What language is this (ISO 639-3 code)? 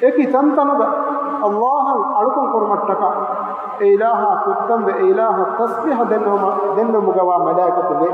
div